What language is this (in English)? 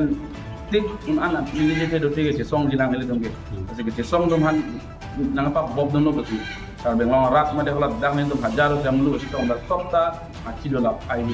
Karbi